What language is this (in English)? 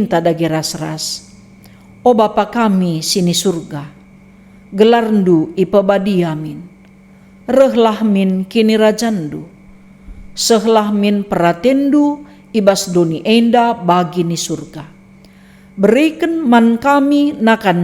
Batak Karo